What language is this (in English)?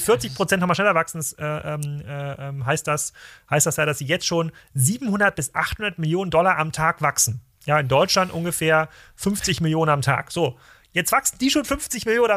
German